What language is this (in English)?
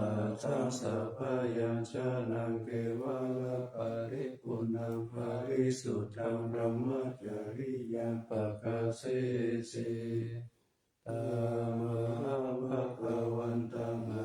Pali